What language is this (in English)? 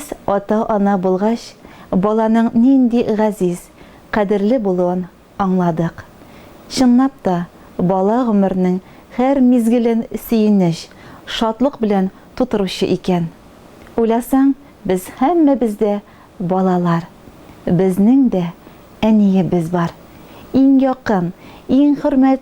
Tatar